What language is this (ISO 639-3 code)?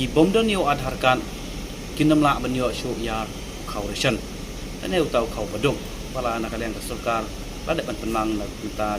kha